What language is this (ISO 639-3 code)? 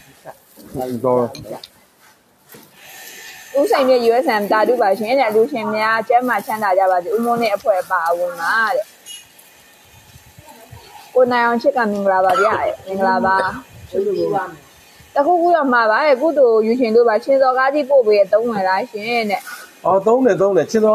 mya